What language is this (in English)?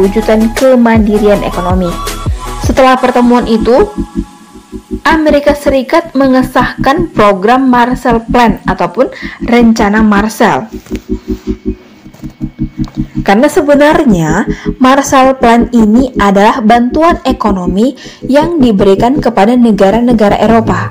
Indonesian